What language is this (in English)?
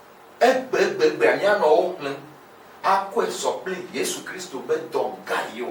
Ewe